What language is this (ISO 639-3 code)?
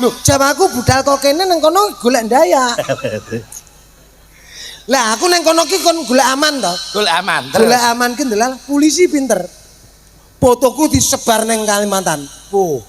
jav